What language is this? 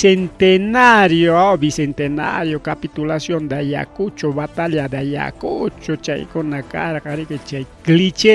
Ayacucho Quechua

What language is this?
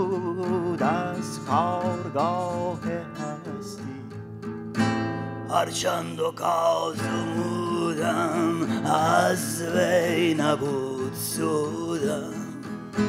Persian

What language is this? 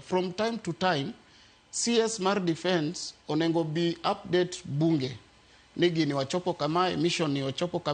Luo (Kenya and Tanzania)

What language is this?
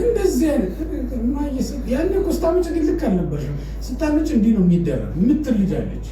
Amharic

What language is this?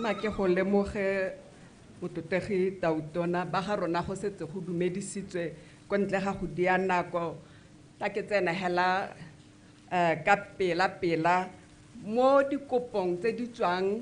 Tswana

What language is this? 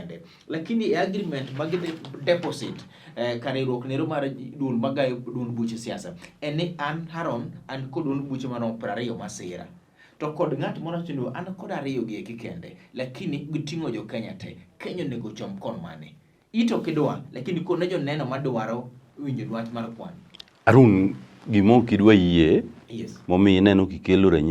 Luo (Kenya and Tanzania)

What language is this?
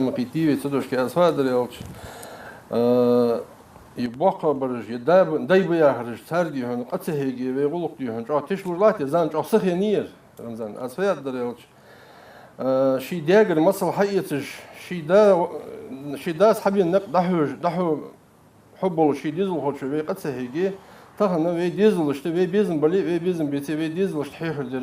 Ingush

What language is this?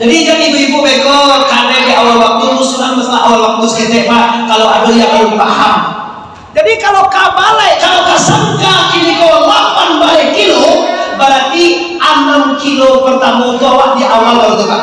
Minangkabau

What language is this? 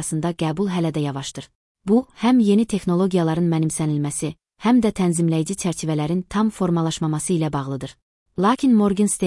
Azerbaijani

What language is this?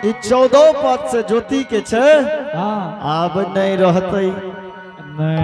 Angika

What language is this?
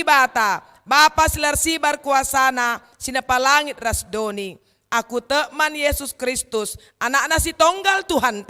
Batak Karo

